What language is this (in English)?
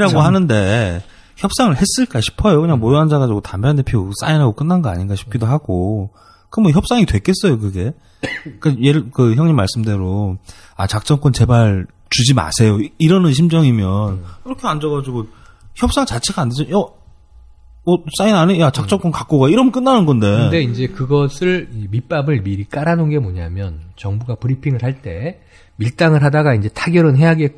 Korean